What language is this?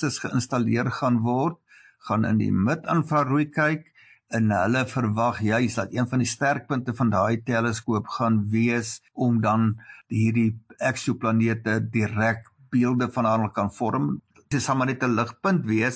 Afrikaans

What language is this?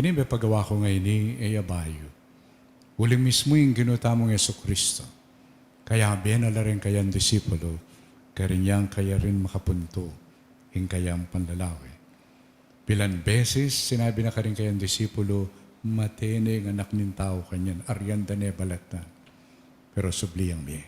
Pampanga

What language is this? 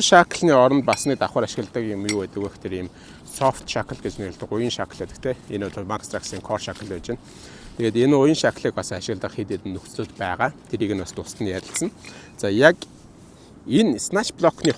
Mongolian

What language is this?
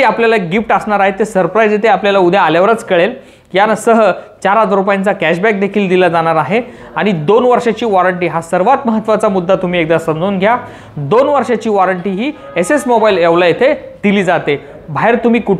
Marathi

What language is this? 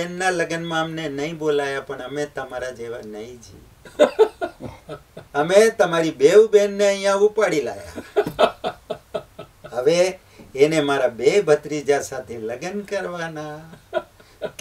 Gujarati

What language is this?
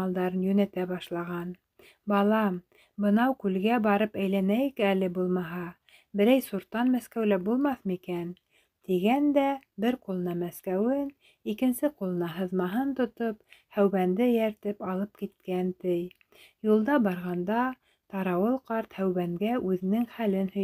Bashkir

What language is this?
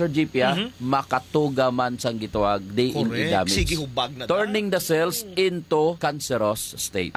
Hiligaynon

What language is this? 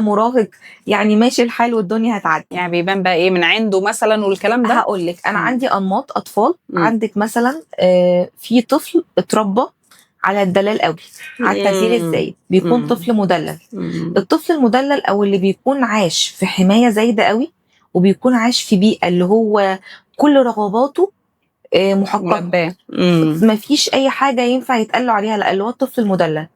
Egyptian Arabic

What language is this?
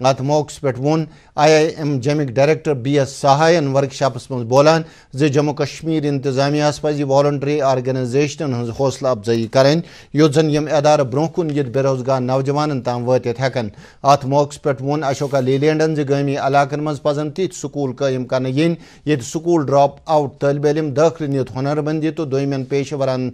Kashmiri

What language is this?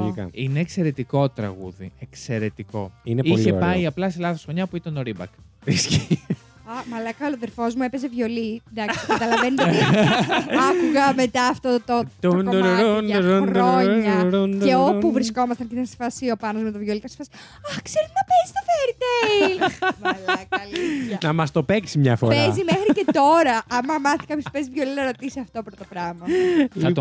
Greek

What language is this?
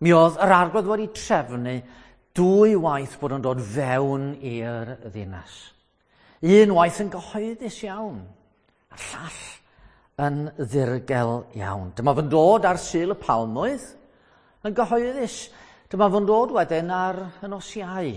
Welsh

